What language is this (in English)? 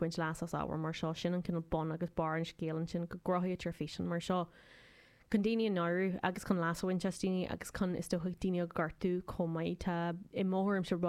Irish